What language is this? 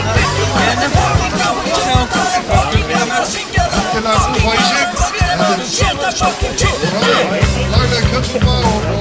Icelandic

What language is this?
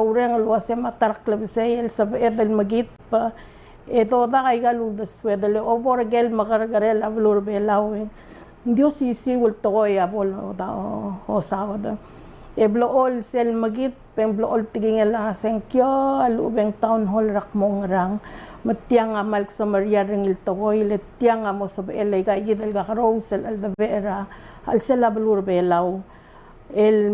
Palauan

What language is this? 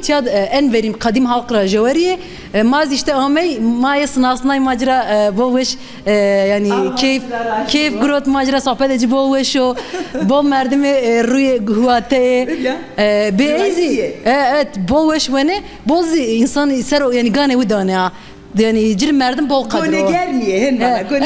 Zaza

